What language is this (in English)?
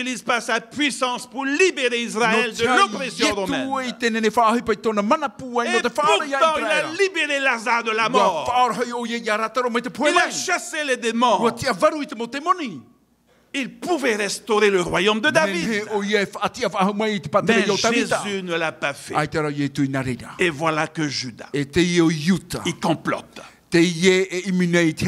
Tahitian